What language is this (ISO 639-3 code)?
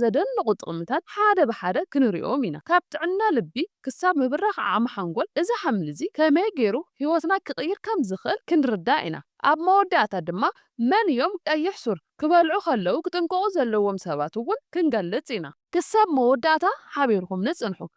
tir